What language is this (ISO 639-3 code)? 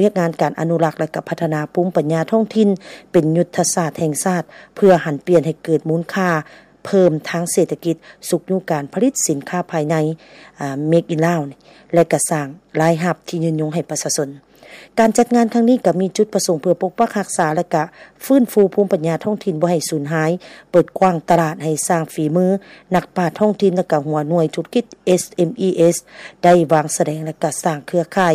lao